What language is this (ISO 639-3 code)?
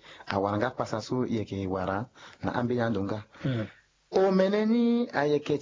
sag